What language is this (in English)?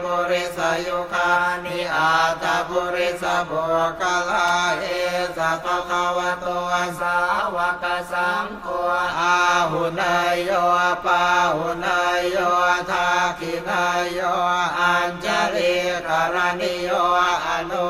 Thai